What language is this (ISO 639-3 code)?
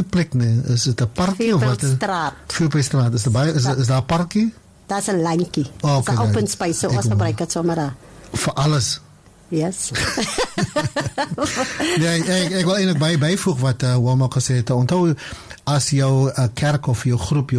afr